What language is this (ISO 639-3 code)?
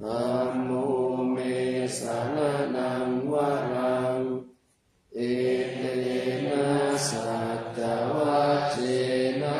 pli